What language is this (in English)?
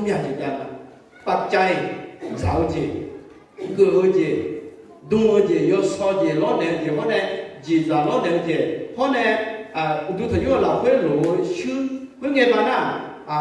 Akha